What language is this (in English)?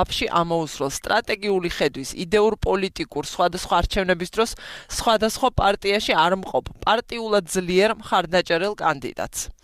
Georgian